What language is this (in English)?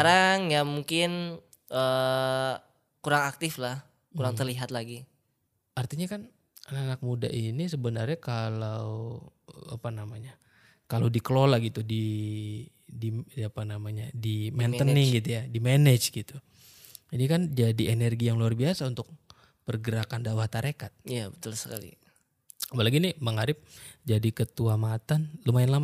Indonesian